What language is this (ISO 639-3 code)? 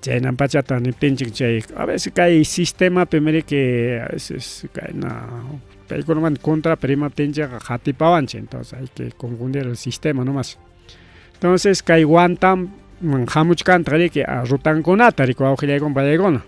quy